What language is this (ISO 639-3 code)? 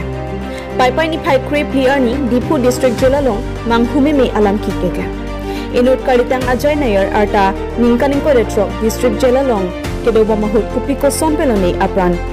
mjw